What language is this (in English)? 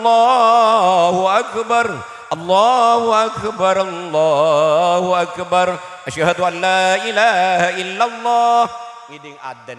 Madurese